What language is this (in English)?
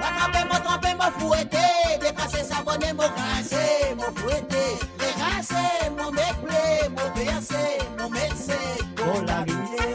Morisyen